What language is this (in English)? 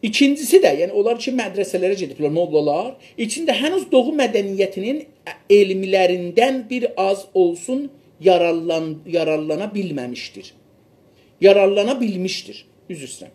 South Azerbaijani